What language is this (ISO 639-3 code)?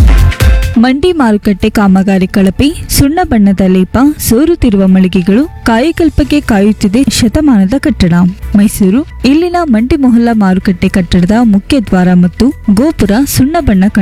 kan